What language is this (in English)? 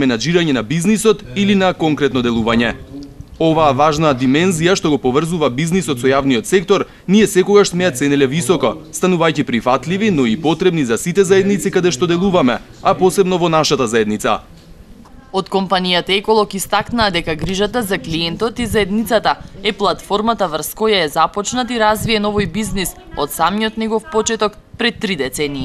Macedonian